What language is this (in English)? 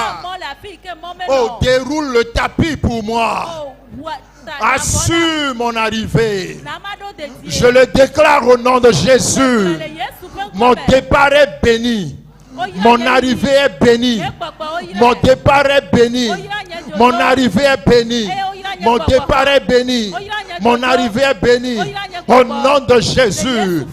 Ewe